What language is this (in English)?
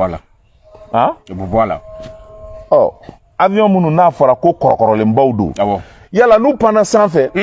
Bambara